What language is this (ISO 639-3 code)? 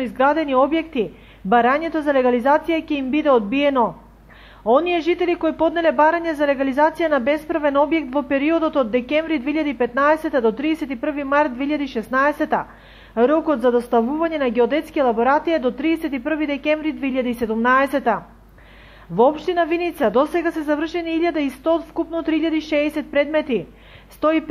mkd